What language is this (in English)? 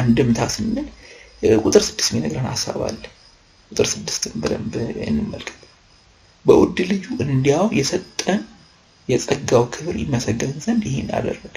Amharic